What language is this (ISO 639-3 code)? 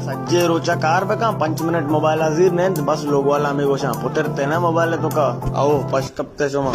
bal